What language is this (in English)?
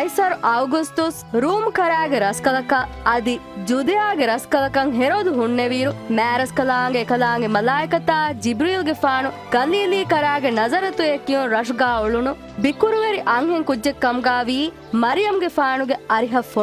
Divehi